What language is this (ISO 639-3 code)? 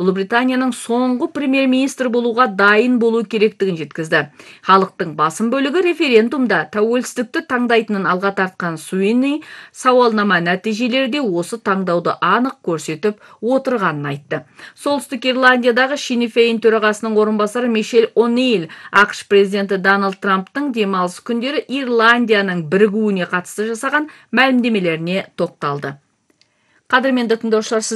kaz